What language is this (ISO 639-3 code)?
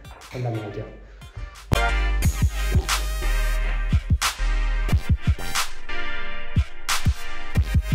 ita